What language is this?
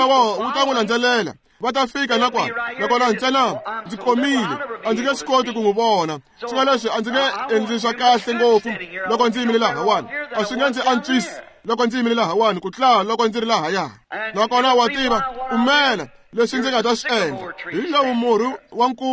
Tsonga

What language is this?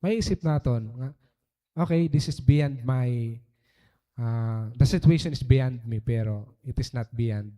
Waray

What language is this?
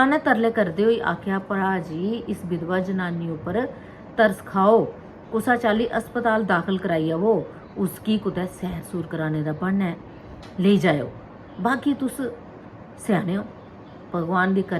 Dogri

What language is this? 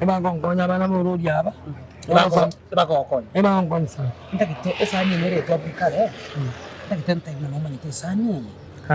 Gusii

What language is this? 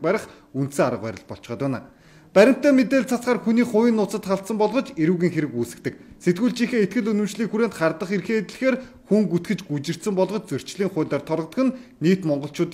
Mongolian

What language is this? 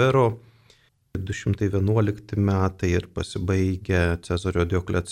Lithuanian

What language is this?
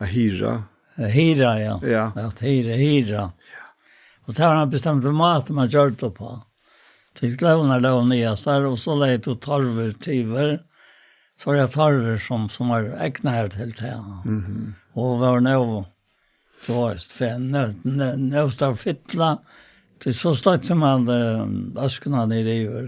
Faroese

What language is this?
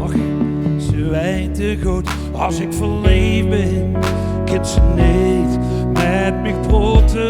Limburgish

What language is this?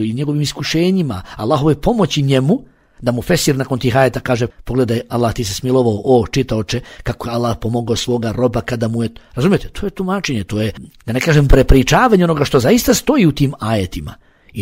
Bosnian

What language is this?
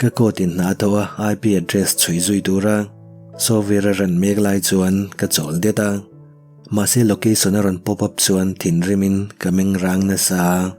Mizo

